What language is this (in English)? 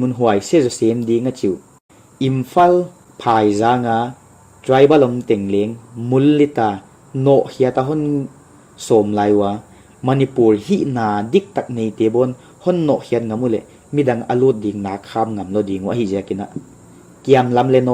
Paite Chin